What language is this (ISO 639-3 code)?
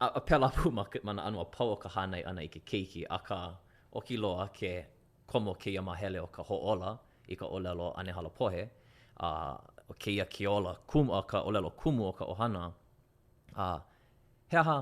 haw